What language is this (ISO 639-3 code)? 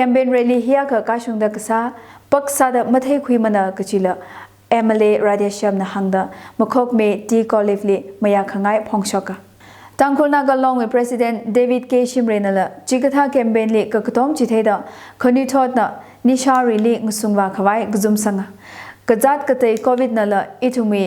nmf